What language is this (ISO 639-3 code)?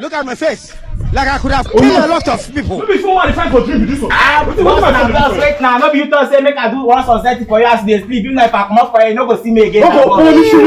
pcm